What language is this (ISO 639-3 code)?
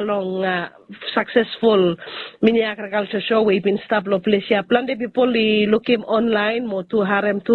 bis